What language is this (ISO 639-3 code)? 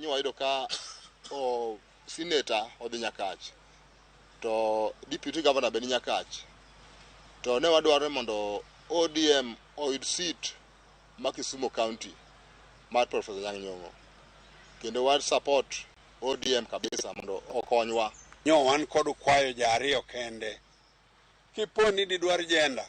luo